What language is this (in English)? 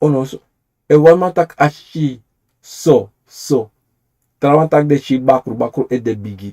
Sranan Tongo